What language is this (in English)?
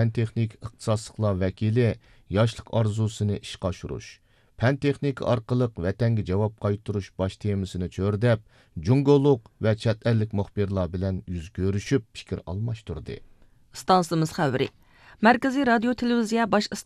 Uyghur